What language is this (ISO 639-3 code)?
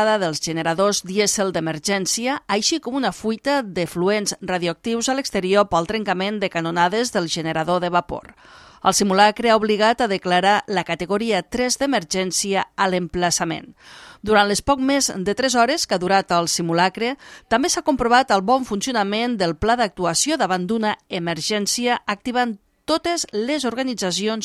cat